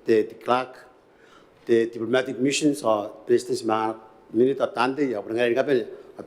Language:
Gilbertese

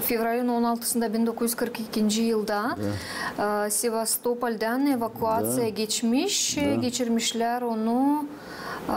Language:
Gagauz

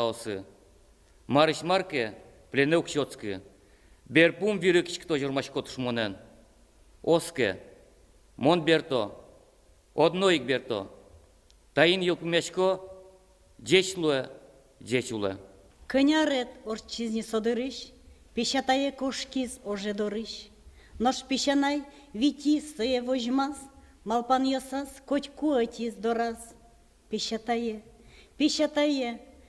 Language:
Udmurt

